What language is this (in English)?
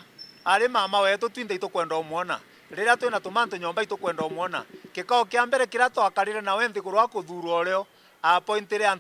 Meru